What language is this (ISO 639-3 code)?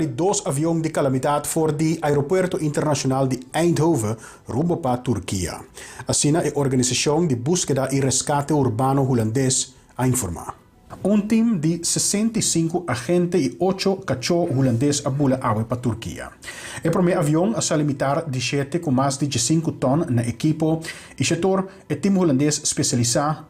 pap